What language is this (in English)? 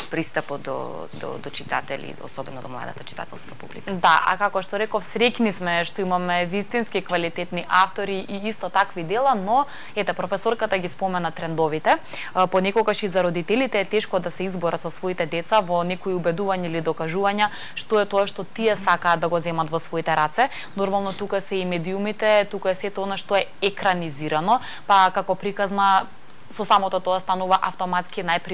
Macedonian